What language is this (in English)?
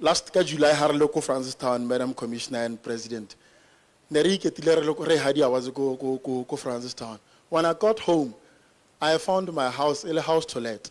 Tswana